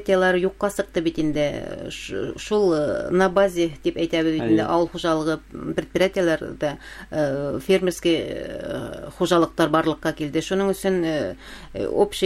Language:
Bashkir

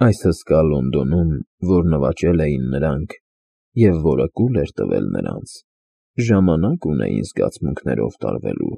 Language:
Armenian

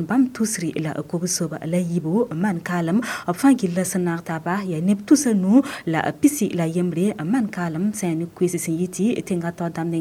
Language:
Mossi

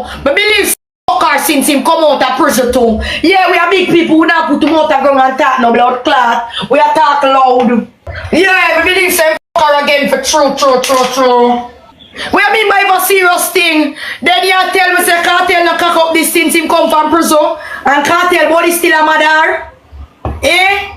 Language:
Jamaican Creole English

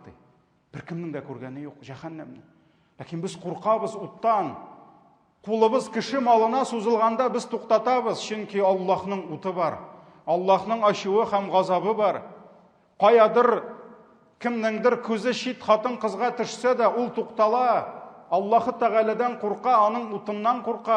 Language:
Tatar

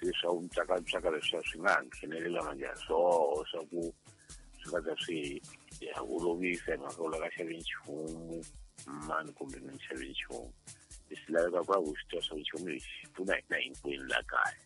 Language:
Tsonga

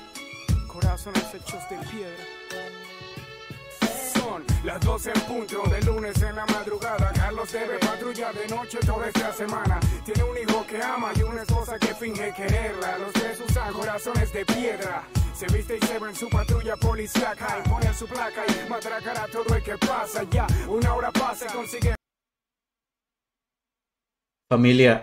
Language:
Spanish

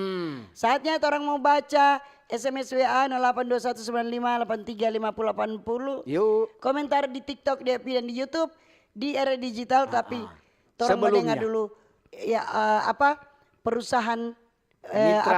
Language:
Manado Malay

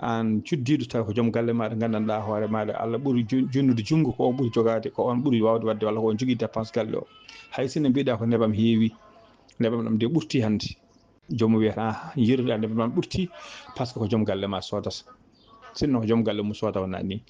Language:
Fula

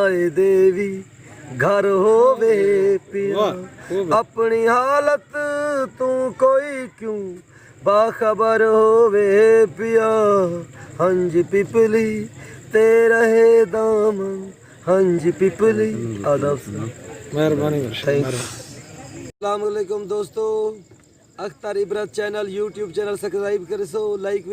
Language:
Saraiki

